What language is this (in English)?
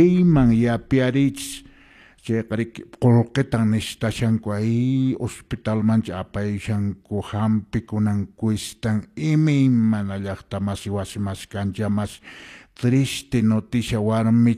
Quechua